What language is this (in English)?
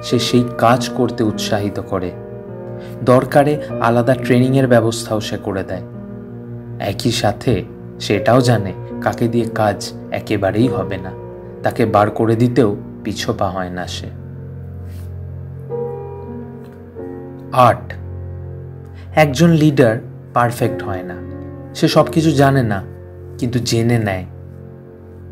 Bangla